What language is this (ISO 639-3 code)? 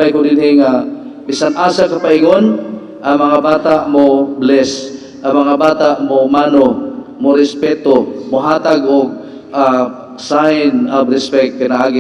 ceb